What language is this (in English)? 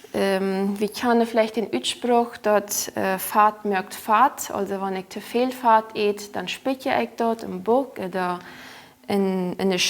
Plautdietsch